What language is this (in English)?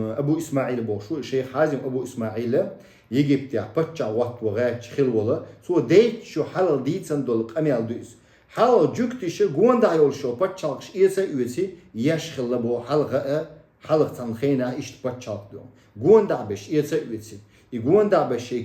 Chechen